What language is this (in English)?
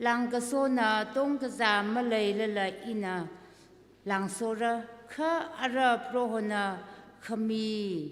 Tangkhul Naga (India)